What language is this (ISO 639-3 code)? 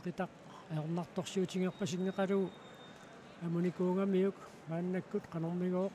kal